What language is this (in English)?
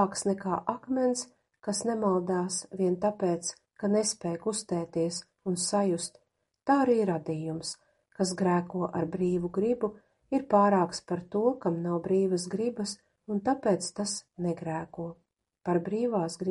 Latvian